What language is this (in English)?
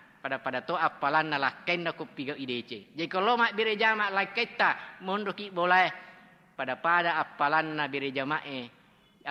Buginese